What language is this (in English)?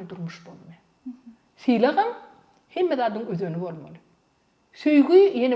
Turkmen